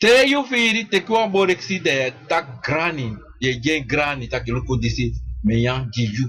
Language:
Sranan Tongo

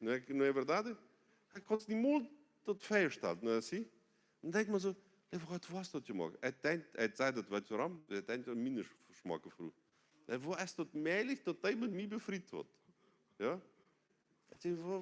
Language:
Plautdietsch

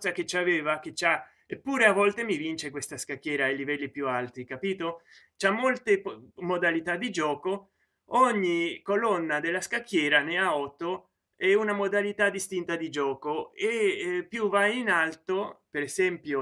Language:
Italian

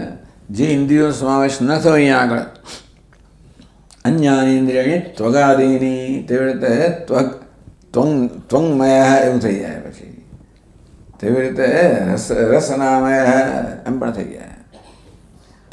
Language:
Gujarati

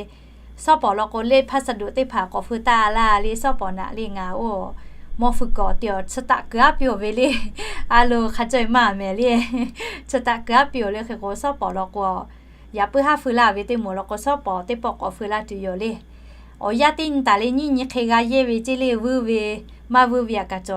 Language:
Lahu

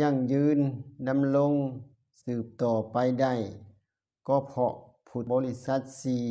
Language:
Lao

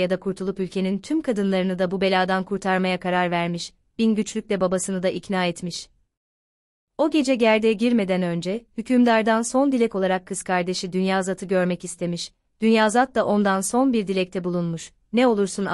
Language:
Turkish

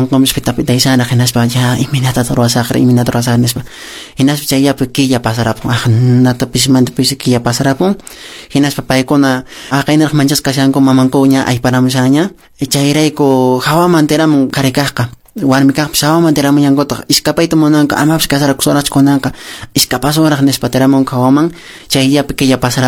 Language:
Quechua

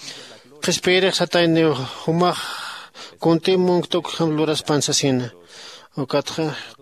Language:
Aymara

